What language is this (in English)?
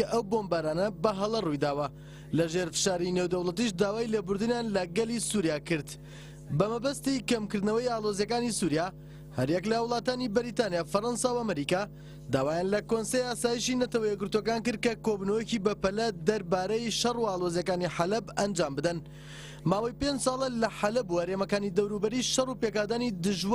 Central Kurdish